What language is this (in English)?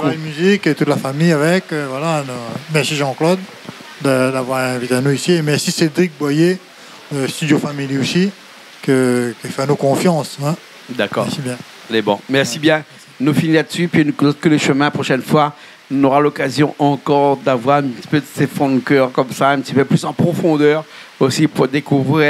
Réunion Creole French